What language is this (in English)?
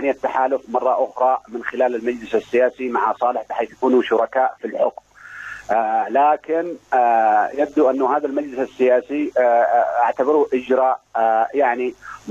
Arabic